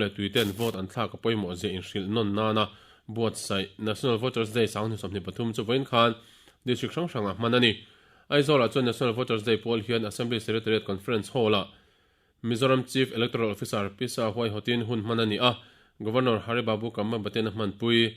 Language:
Mizo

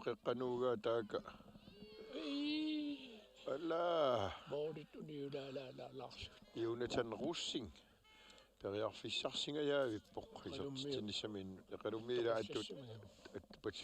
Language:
Kalaallisut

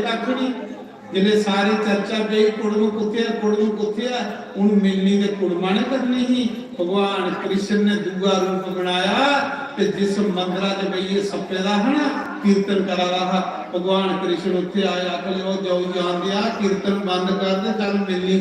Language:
Dogri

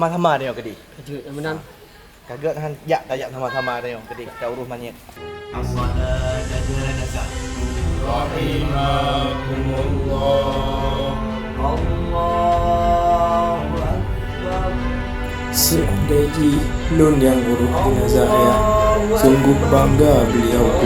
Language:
Achinese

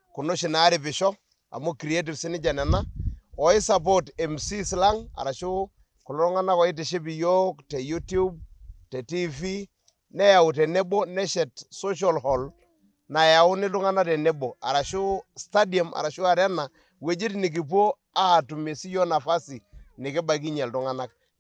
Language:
Masai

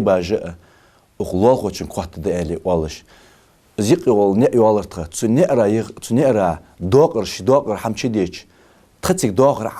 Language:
Ingush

